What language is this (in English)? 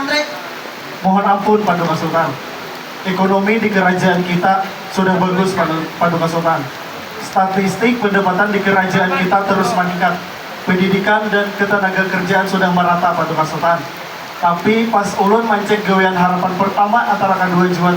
Banjar